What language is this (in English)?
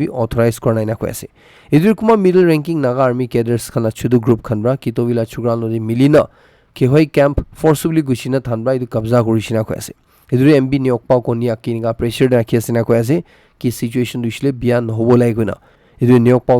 Naga Pidgin